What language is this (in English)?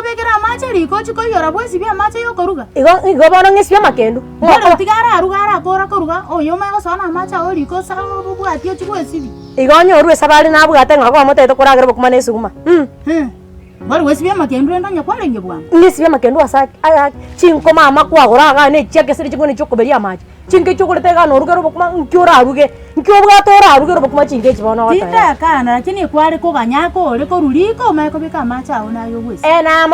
Gusii